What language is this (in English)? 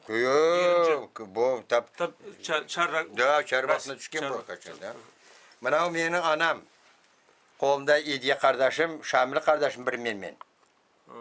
Crimean Tatar